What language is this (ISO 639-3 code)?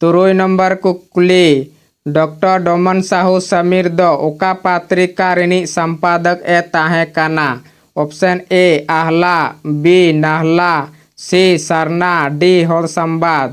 sat